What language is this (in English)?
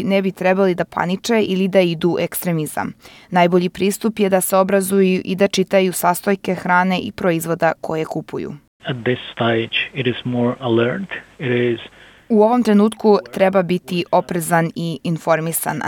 Serbian